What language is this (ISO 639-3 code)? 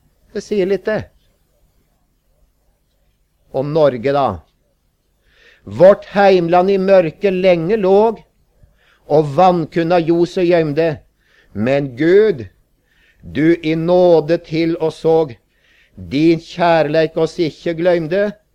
nor